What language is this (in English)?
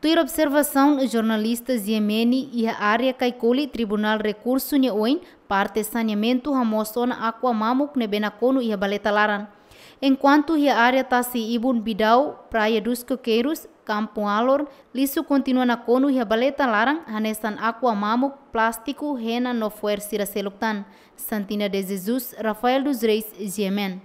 Tetum